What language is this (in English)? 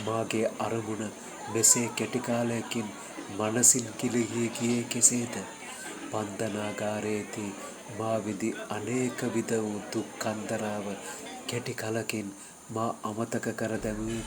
Sinhala